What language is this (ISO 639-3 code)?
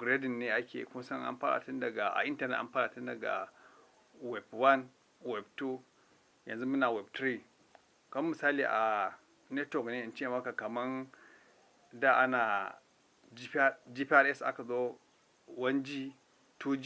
hau